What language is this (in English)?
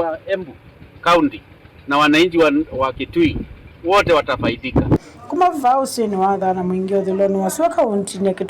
Kamba